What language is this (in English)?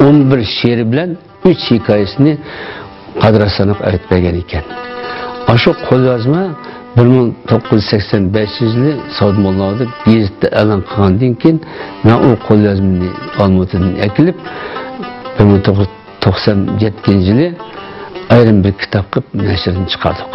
Uyghur